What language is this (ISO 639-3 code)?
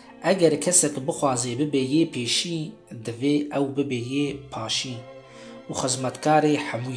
kur